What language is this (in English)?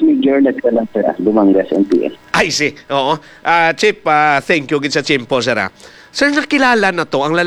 Hiligaynon